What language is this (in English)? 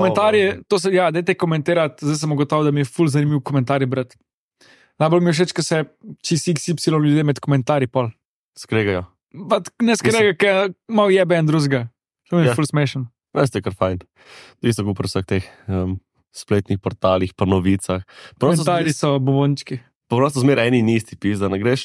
Slovenian